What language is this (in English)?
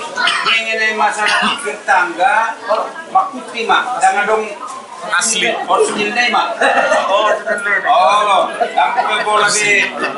Batak Toba